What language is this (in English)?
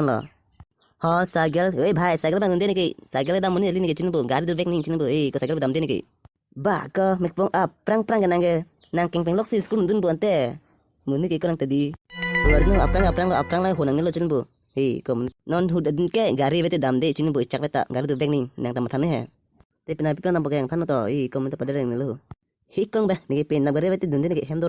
Karbi